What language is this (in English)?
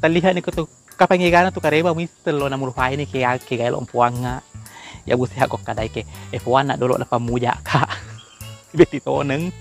Buginese